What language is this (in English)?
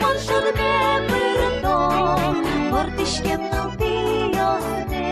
Udmurt